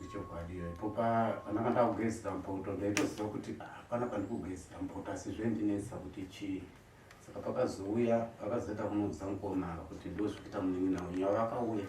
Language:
Shona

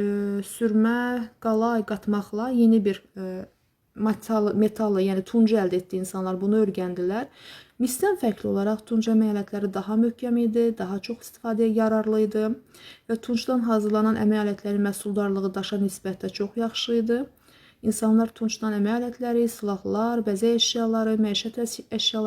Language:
Azerbaijani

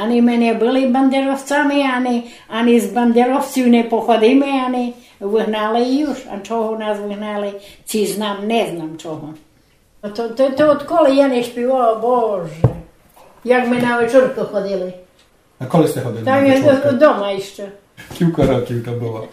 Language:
Rusyn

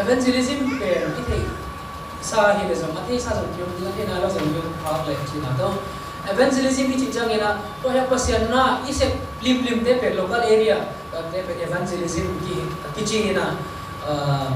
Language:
Tedim Chin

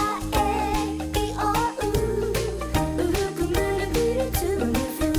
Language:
Māori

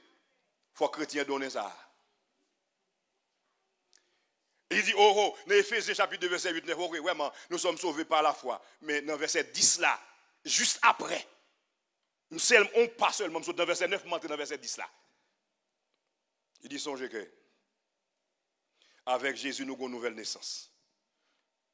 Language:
Haitian Creole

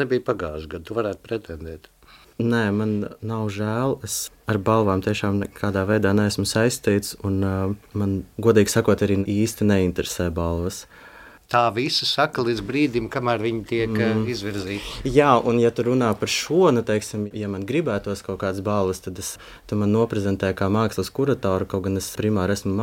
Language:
Latvian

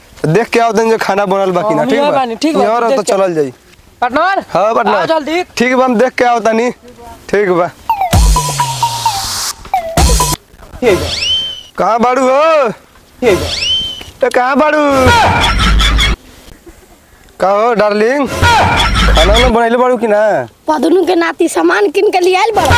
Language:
Bhojpuri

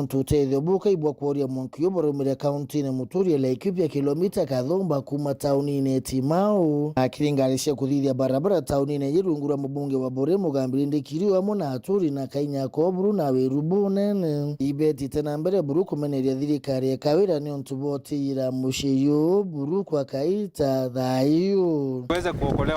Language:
Meru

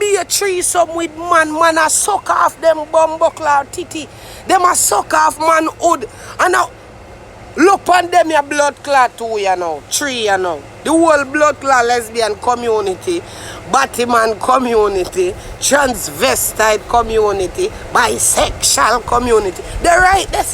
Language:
Jamaican Creole English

